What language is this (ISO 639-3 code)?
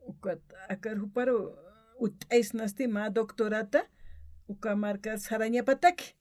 aym